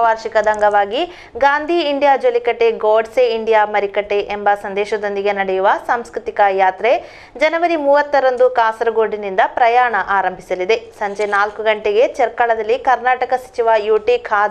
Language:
Kannada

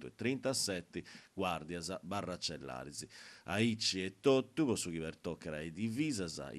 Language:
Sardinian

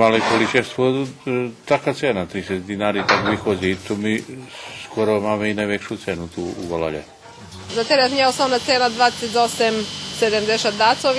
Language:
Rusyn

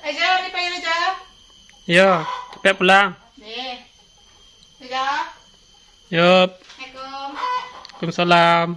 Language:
Minangkabau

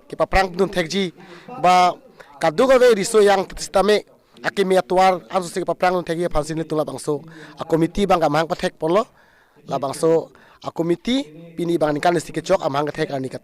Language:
Karbi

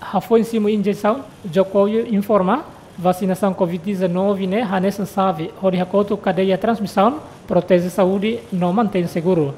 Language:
Tetum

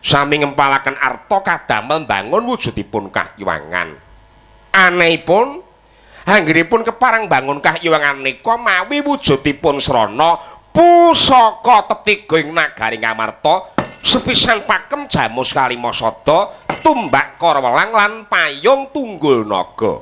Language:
Javanese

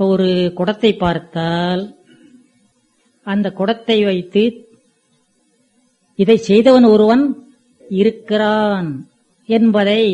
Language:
Tamil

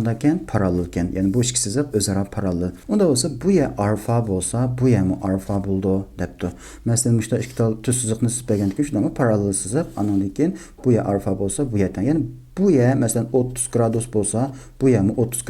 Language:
Uyghur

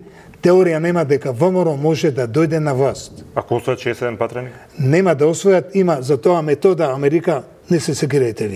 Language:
Macedonian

